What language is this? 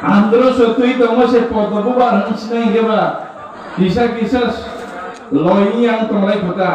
Kok Borok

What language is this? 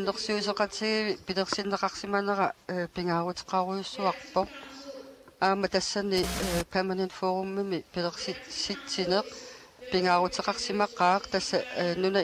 Kalaallisut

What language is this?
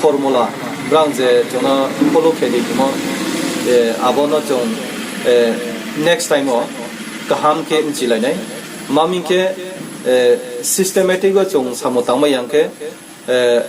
Riang (India)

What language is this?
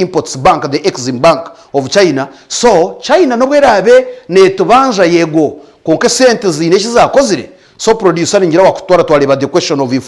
Nyankole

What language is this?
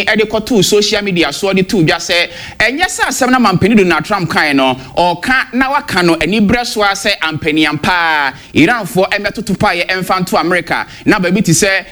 Akan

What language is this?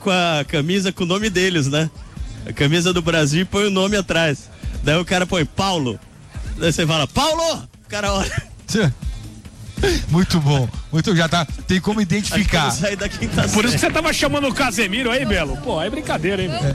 Portuguese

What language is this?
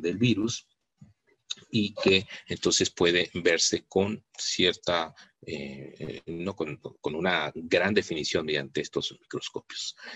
Spanish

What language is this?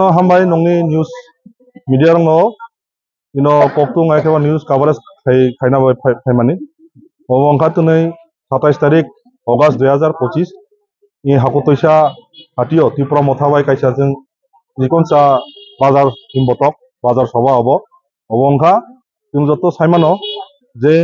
Kok Borok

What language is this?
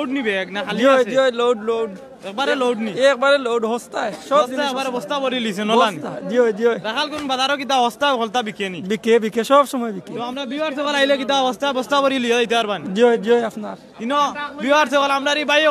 Sylheti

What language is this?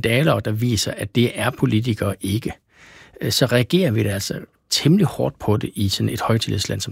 Danish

